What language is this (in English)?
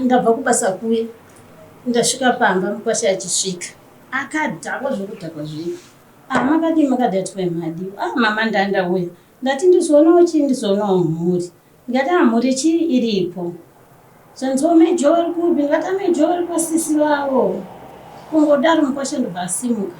Shona